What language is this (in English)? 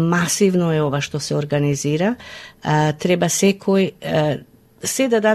Macedonian